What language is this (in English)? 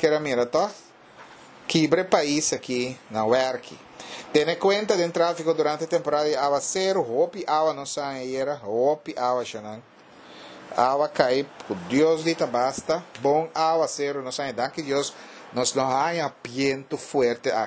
Papiamento